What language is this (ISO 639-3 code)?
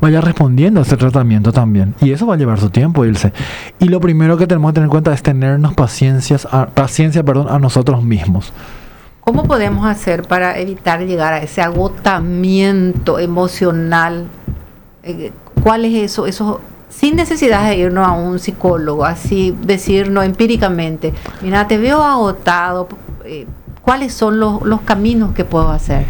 spa